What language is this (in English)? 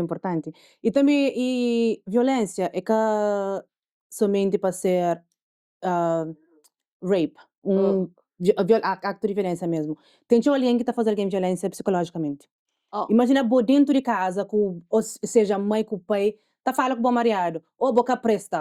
Kabuverdianu